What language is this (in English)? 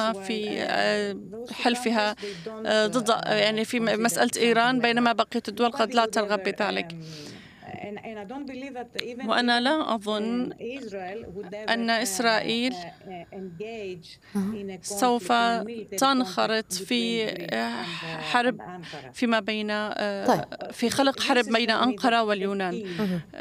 Arabic